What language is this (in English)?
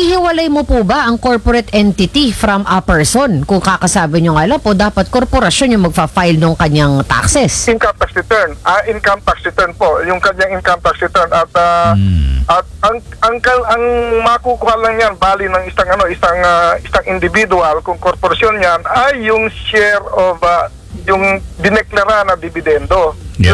Filipino